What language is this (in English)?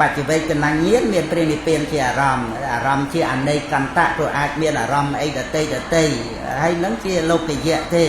Khmer